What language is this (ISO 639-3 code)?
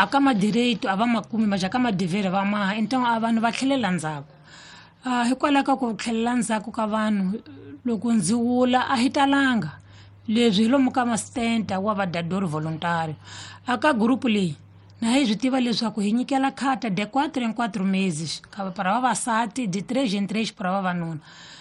tso